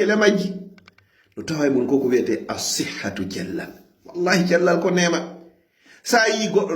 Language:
Fula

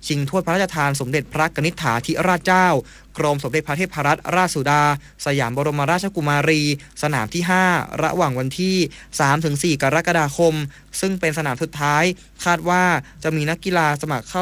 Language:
Thai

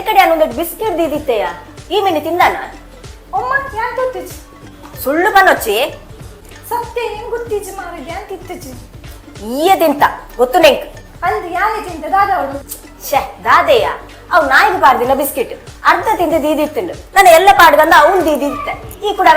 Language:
Tulu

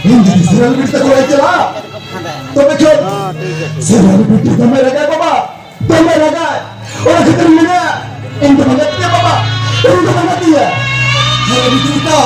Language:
Santali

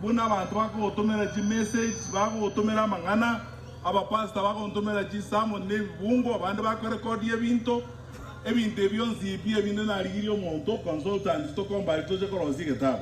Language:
Gusii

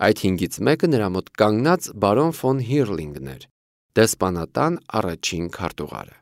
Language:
Armenian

